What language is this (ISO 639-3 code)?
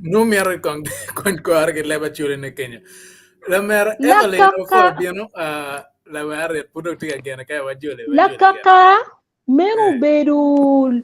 ach